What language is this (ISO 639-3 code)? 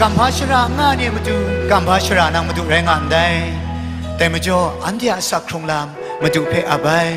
kac